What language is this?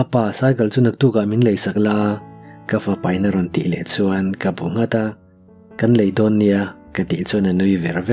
Mizo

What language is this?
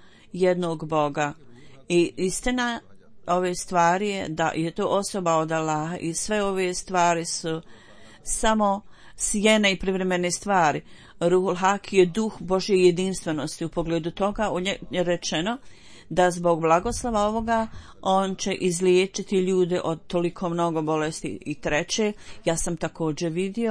Bosnian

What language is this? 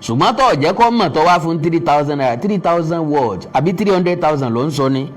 Yoruba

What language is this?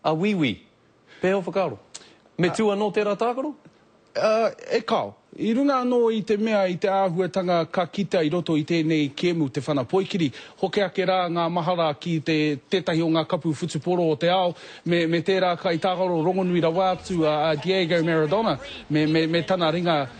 Māori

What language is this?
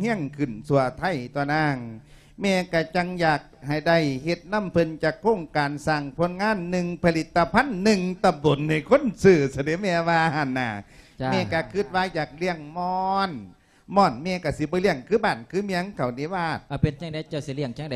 Lao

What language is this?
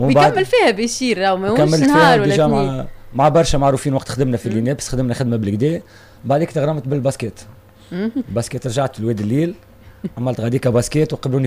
Tunisian Arabic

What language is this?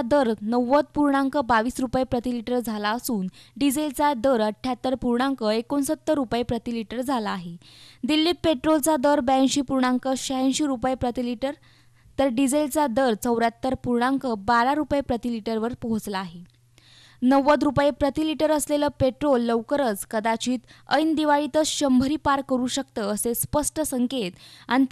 Marathi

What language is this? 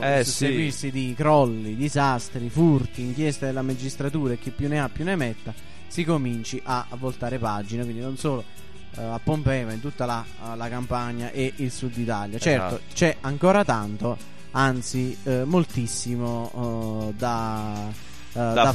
Italian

